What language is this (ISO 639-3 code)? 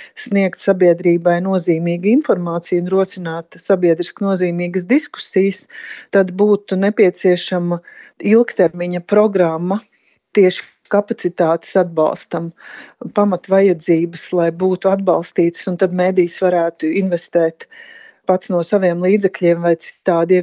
lav